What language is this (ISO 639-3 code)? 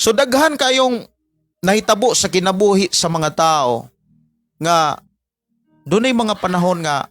ceb